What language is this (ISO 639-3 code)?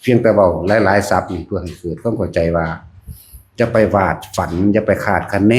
tts